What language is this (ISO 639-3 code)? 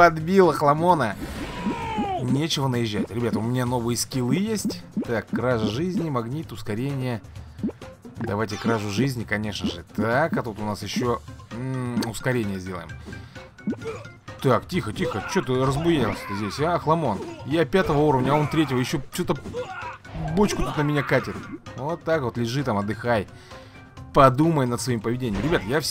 rus